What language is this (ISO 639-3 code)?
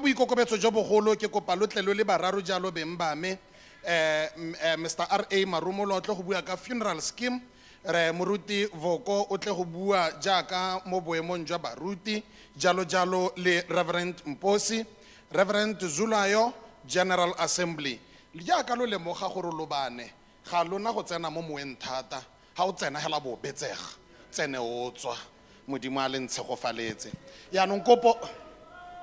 tsn